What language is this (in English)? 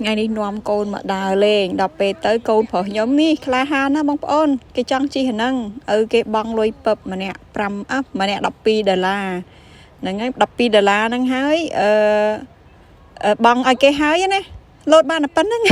Khmer